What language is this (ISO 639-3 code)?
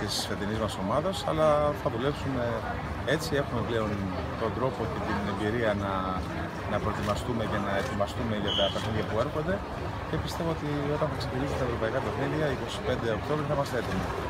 ell